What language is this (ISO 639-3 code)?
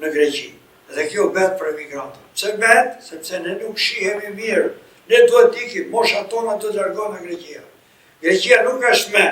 sqi